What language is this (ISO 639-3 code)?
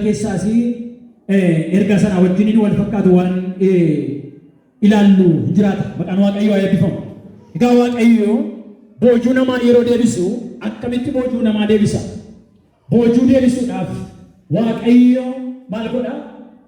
orm